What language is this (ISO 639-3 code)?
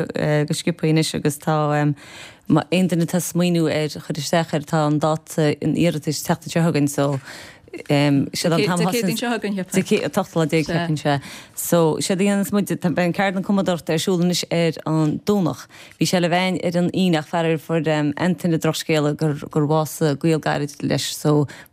gle